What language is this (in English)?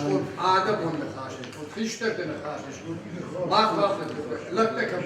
Ossetic